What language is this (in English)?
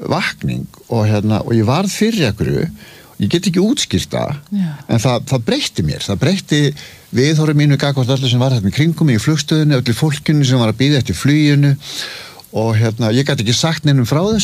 Icelandic